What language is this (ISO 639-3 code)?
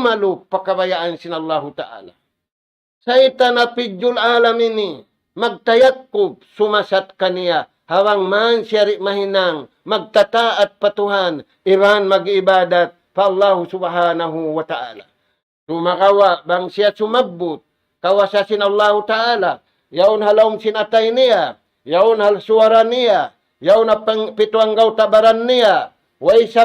tsg